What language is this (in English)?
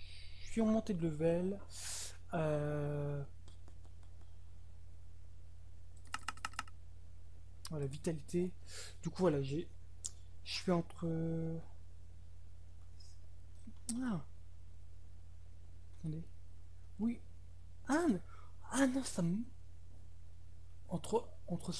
French